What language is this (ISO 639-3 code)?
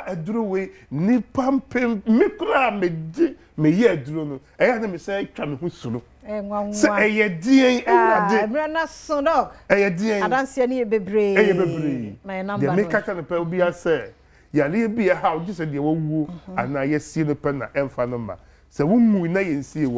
aka